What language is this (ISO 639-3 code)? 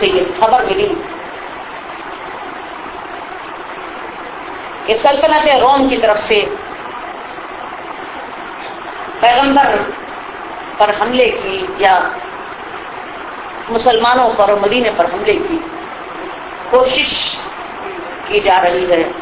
urd